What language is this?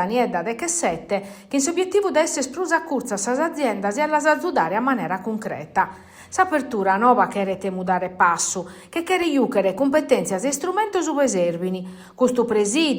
Sardinian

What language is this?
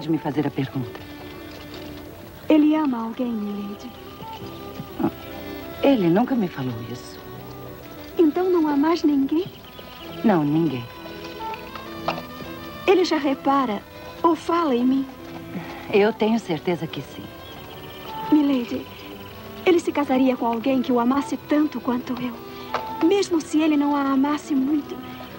Portuguese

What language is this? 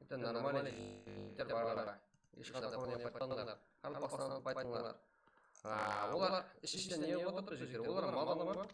Kara-Kalpak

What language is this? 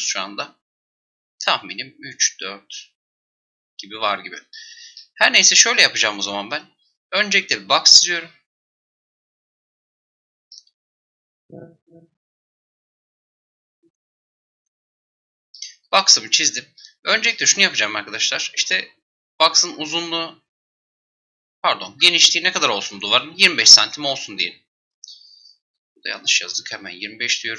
Turkish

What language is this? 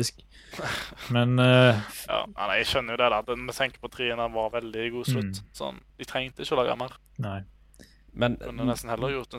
Norwegian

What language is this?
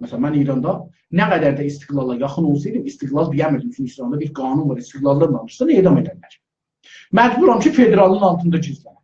South Azerbaijani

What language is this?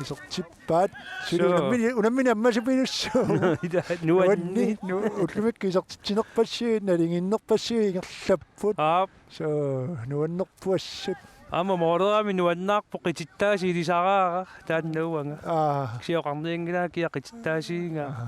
Kalaallisut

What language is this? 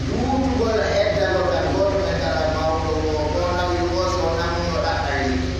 Pular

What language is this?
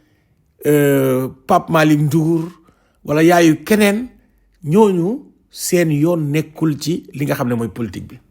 Wolof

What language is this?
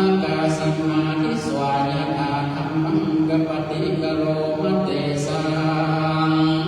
Pali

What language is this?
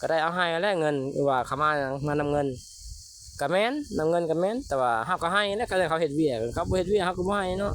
Lao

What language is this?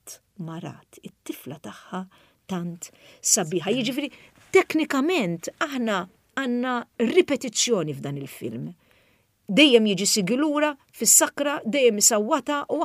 Maltese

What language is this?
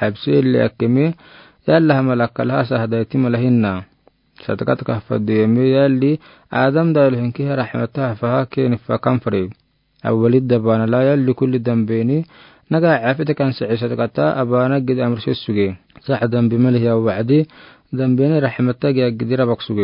Afar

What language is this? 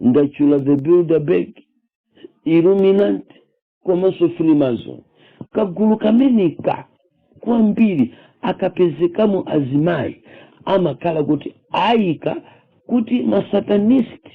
Nyanja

